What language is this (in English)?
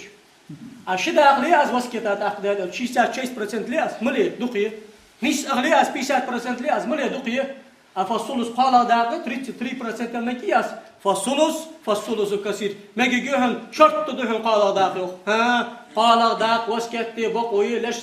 Ingush